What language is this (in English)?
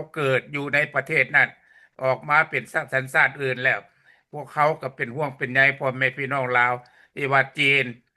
Lao